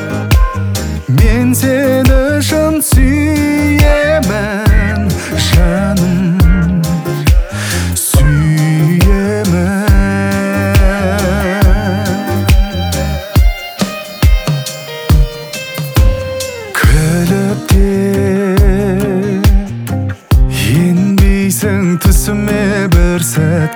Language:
Kazakh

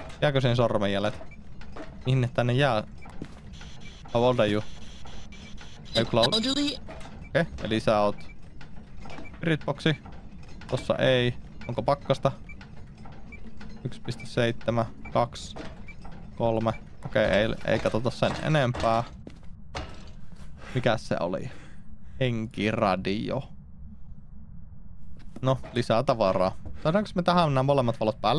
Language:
Finnish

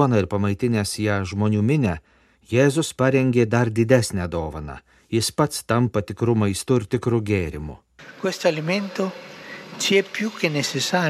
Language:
Lithuanian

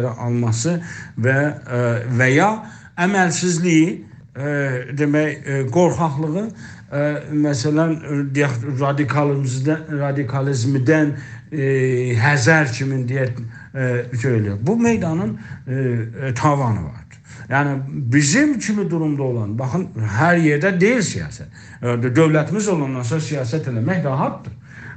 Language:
South Azerbaijani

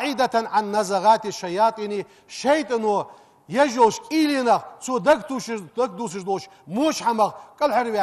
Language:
Ingush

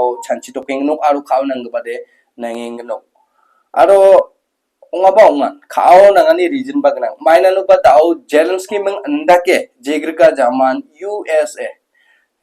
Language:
Garo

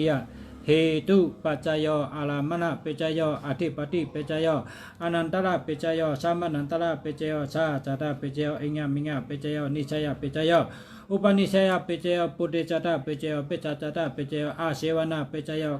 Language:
Shan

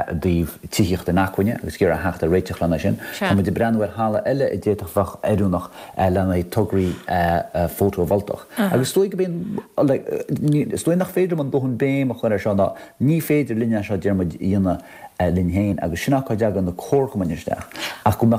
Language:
Irish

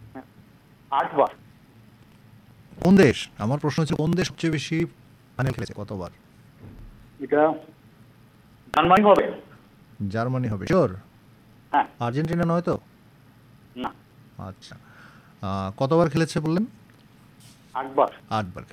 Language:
Bangla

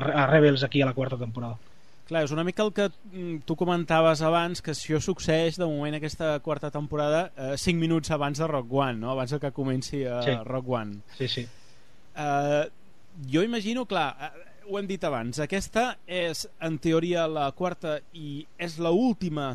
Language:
Catalan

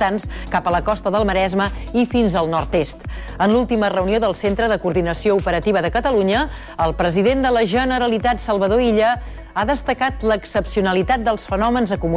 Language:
Catalan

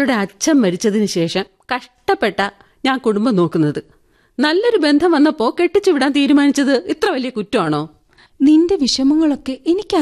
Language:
Malayalam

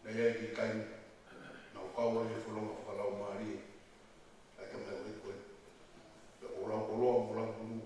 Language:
Tongan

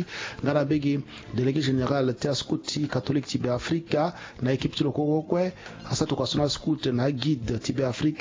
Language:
Sango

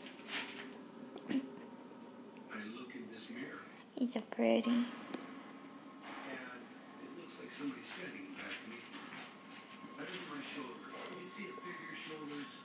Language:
English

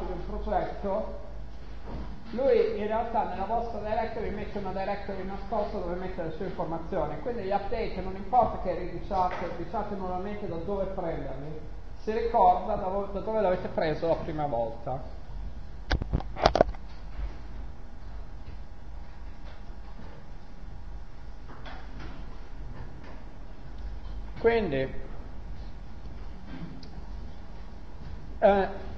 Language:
Italian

